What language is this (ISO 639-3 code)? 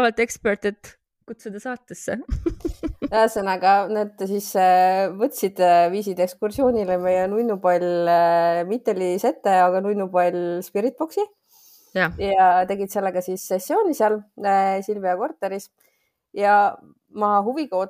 est